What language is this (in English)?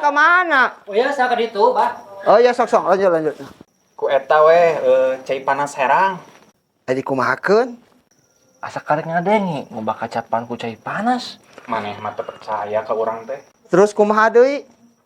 Sundanese